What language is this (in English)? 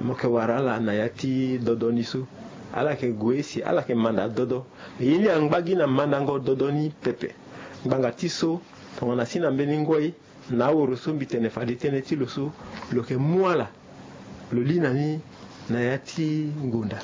Sango